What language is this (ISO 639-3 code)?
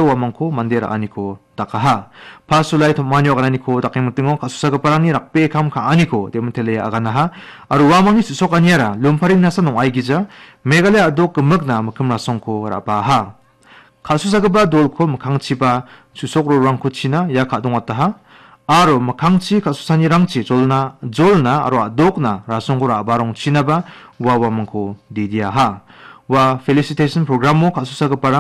grt